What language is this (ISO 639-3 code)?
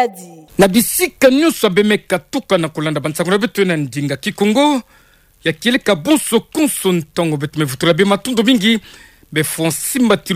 ktu